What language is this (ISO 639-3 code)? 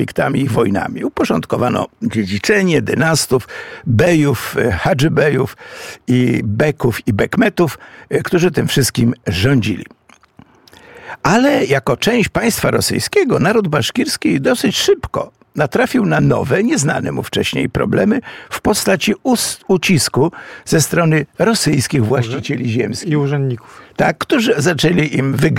pol